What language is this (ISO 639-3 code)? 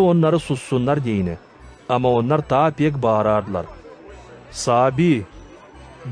gag